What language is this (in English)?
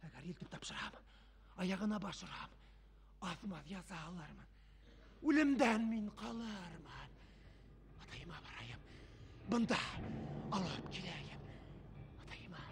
Bashkir